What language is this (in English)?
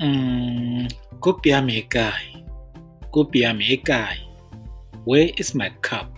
Tswana